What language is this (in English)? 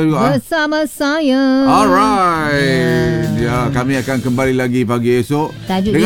Malay